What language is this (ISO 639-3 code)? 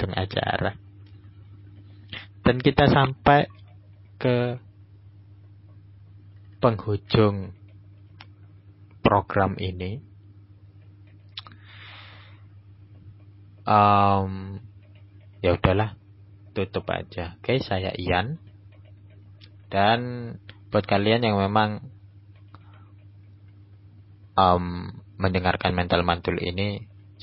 ind